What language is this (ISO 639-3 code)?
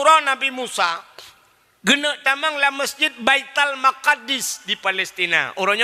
ace